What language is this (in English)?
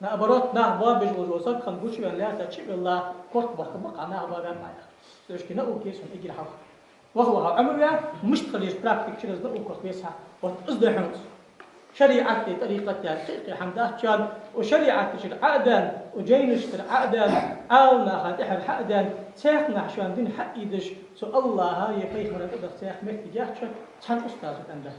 Ingush